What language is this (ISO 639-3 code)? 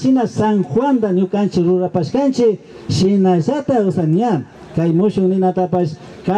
qvi